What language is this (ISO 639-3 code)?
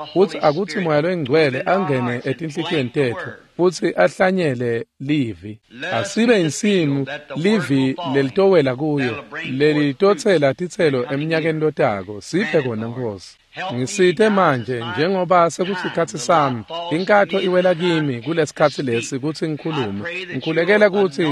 ssw